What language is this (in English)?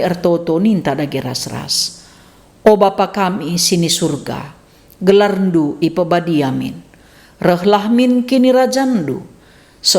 Batak Karo